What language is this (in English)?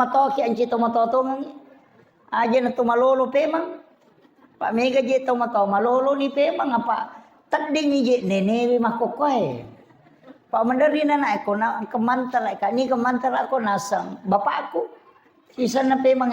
Buginese